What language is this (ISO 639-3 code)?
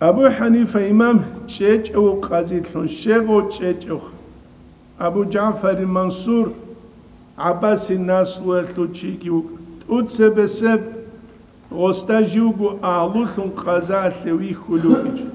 ava